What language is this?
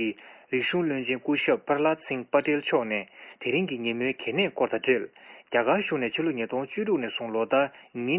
Tibetan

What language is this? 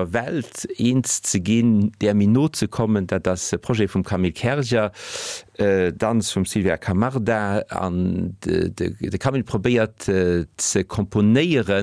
Luxembourgish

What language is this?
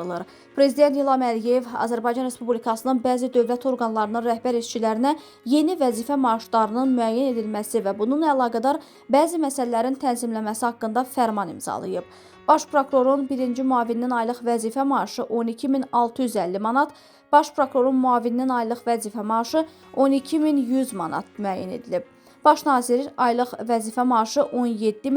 Azerbaijani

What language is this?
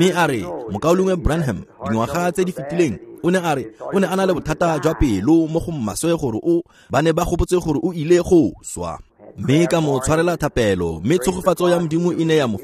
Tswana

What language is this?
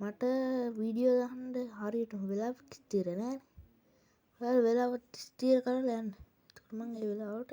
Sinhala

